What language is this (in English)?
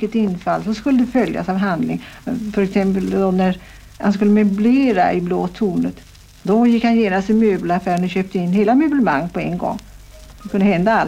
Swedish